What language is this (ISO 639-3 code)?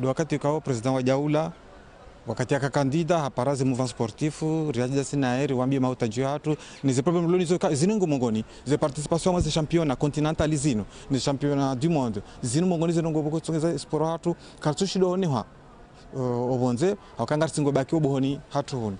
zdj